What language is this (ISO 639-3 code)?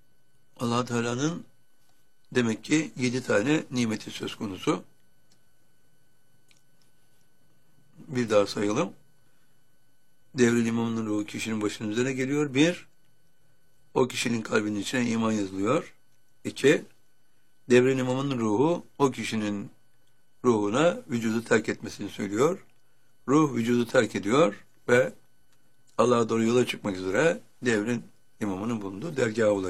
tur